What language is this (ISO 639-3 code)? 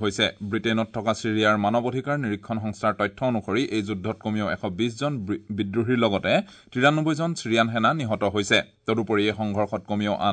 asm